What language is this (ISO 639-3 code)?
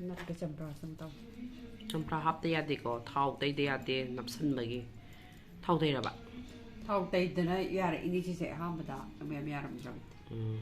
mni